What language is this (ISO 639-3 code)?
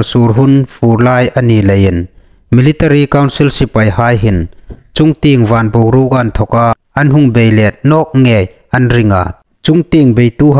hmr